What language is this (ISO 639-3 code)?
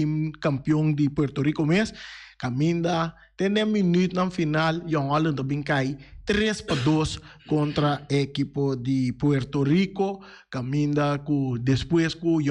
pap